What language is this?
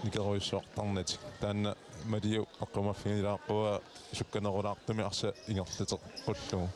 Kalaallisut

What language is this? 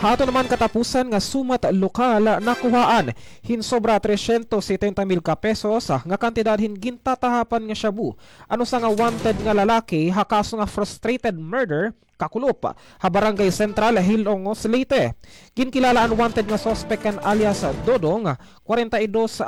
Waray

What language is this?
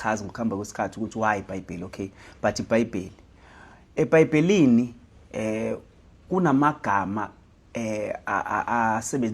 Zulu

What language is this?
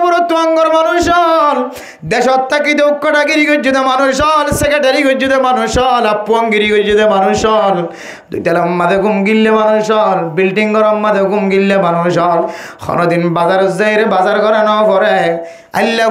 Rohingya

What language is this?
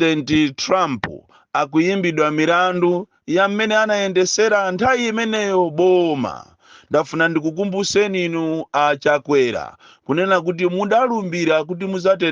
Nyanja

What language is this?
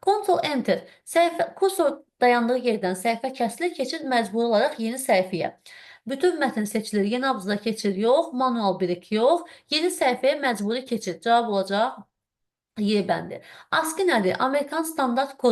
Azerbaijani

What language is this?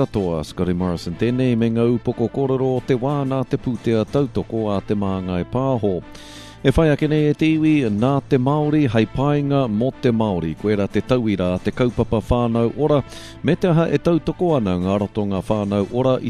Māori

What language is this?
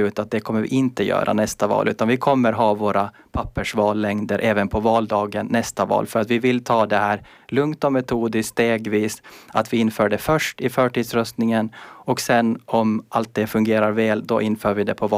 Swedish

